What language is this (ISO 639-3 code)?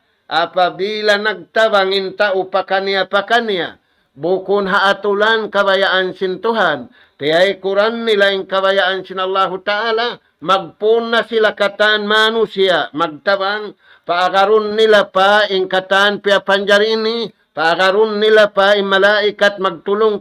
tsg